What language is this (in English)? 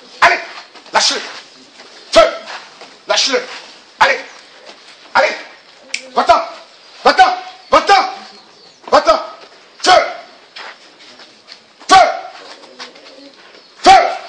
French